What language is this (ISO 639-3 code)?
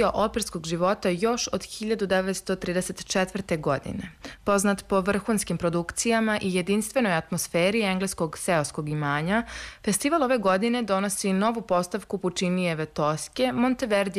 srp